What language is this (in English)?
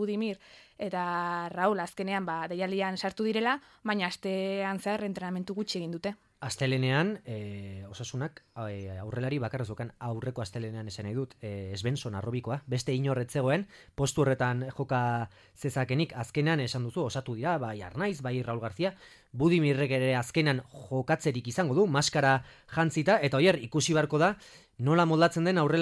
Basque